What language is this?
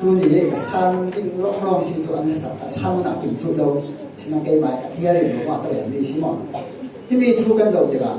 Falam Chin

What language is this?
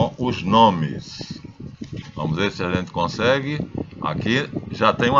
Portuguese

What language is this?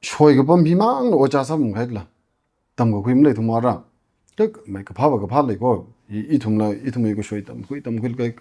Tangkhul Naga (India)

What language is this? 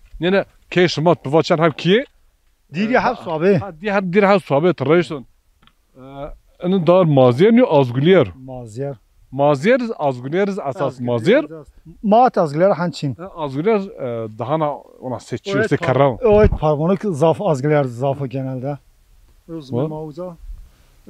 Zaza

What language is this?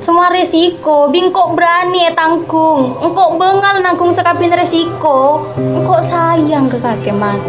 Madurese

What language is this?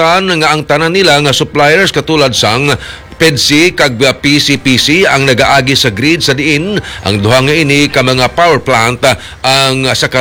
Hiligaynon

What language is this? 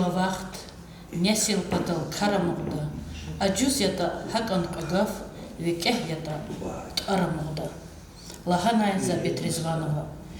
Lezghian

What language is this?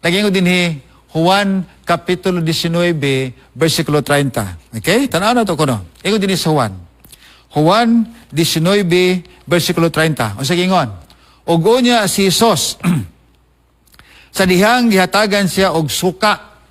Cebuano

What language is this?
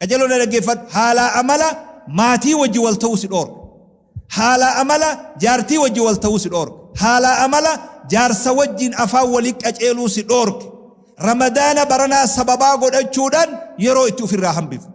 Oromo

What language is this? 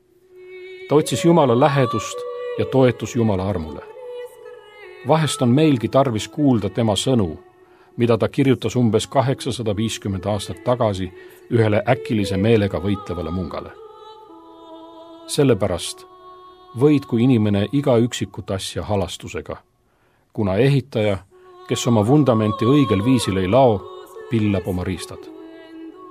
Estonian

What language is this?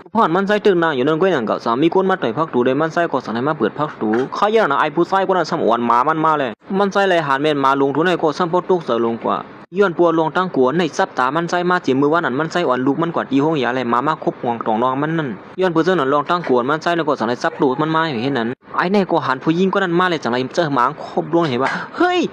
Shan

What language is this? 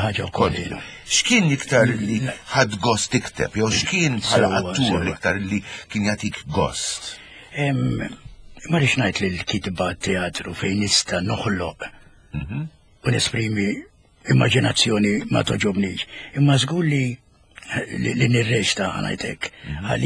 Maltese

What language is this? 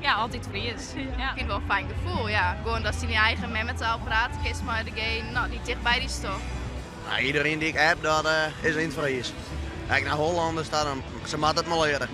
Western Frisian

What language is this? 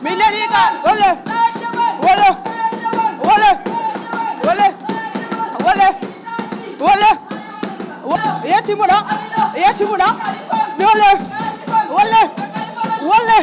Fula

